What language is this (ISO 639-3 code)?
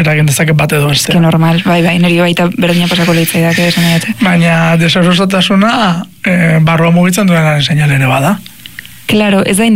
eus